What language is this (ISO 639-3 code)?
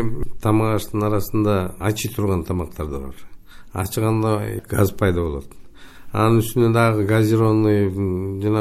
kir